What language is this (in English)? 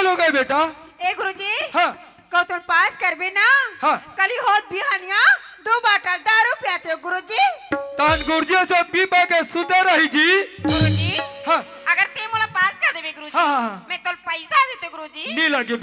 Chhattisgarhi